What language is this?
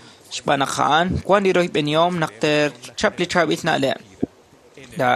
Kekchí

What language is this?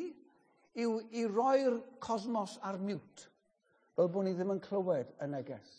Welsh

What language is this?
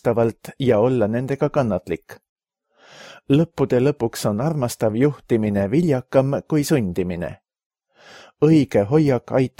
Estonian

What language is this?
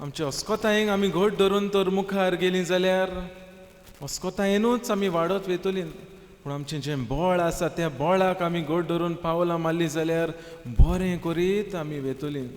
Konkani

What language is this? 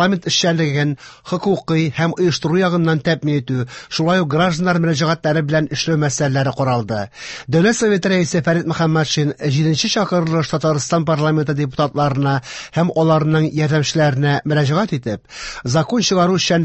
Tatar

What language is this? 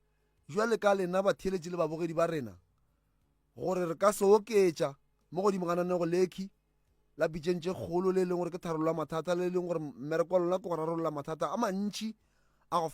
Northern Sotho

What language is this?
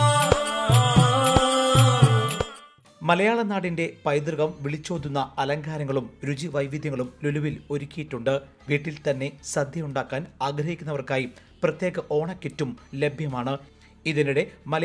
Malayalam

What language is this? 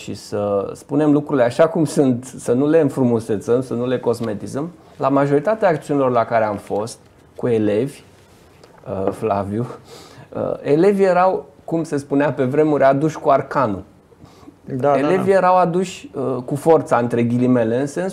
Romanian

